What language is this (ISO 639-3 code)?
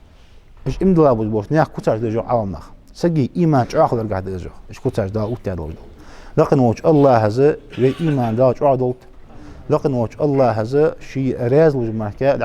inh